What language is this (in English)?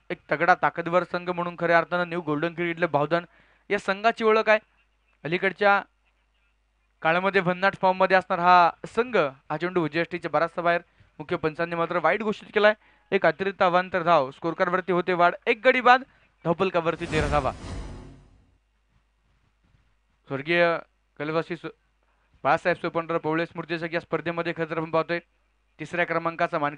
Marathi